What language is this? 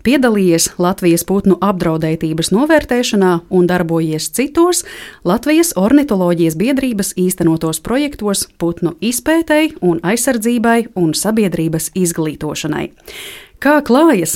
Latvian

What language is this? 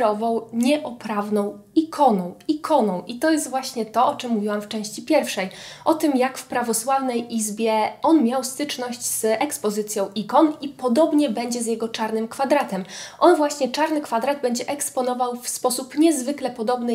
Polish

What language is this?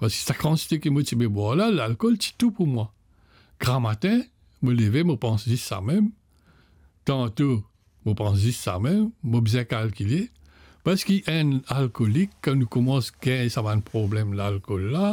Morisyen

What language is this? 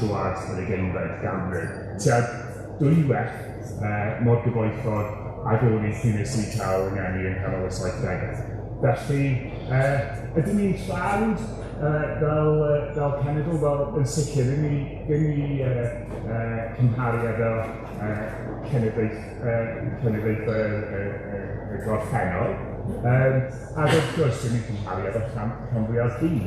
Welsh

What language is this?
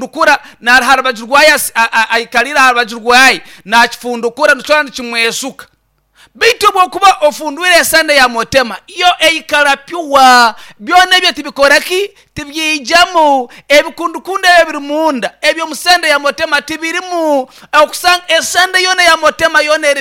Nyankole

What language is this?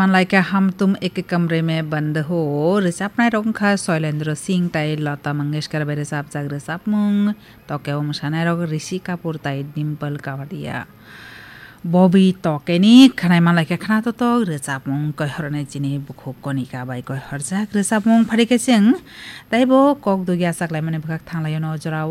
Kok Borok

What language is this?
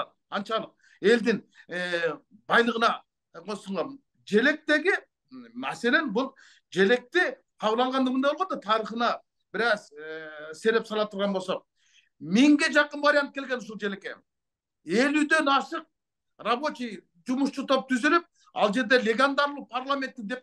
Kyrgyz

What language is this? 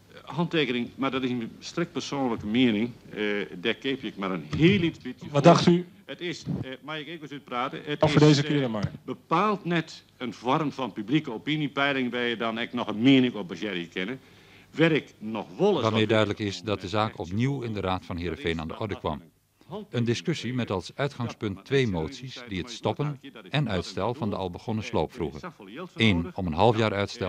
Western Frisian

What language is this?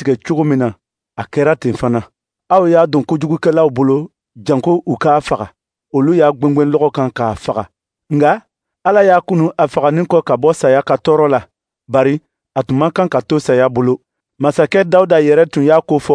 Dyula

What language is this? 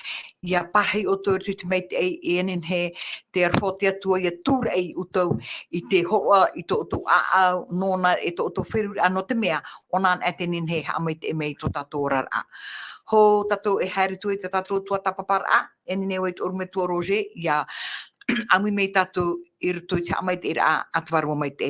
Tahitian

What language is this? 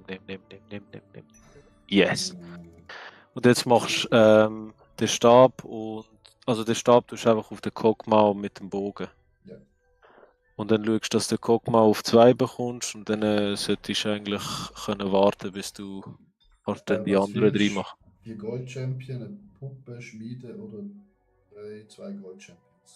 Swiss German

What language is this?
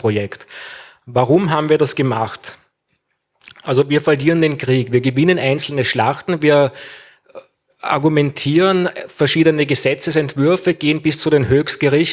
German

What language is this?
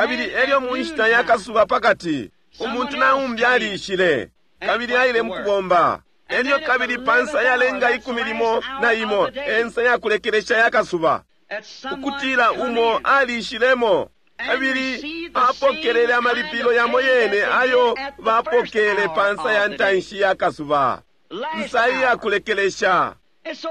Bemba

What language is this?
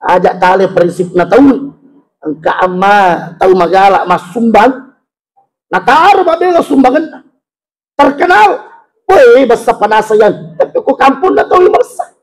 Buginese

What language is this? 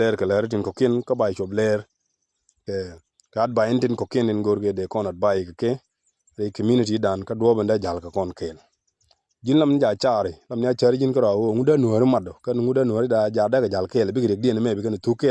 Nuer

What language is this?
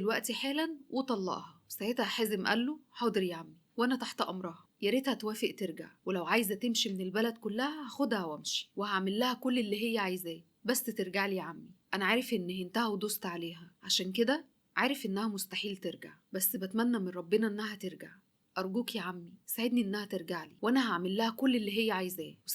Egyptian Arabic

